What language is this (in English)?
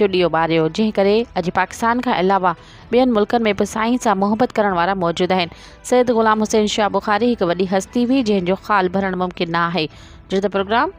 Sindhi